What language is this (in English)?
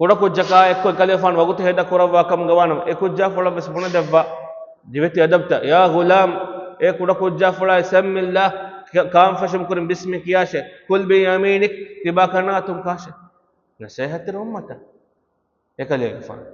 Divehi